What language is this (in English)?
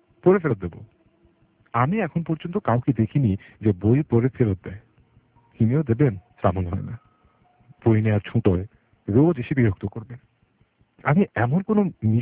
Bangla